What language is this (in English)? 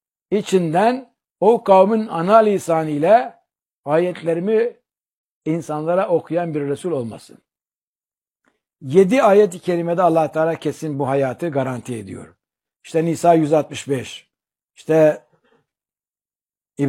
Turkish